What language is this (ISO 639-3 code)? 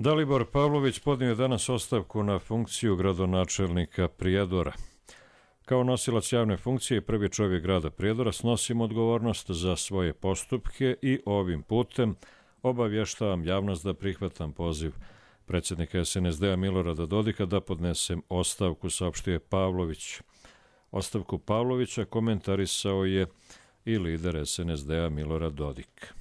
hrv